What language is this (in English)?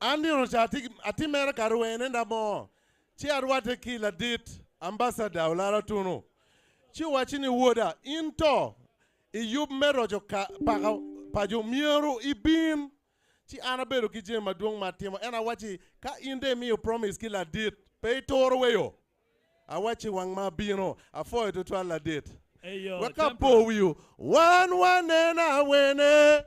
Acoli